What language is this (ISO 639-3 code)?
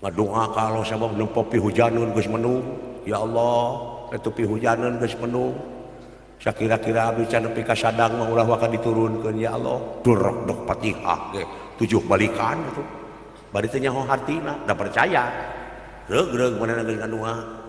sun